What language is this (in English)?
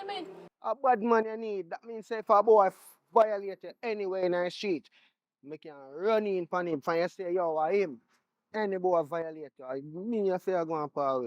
Jamaican Creole English